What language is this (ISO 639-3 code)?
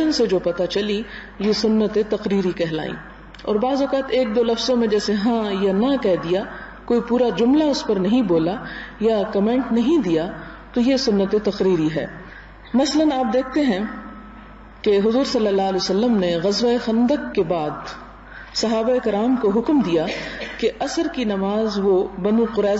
urd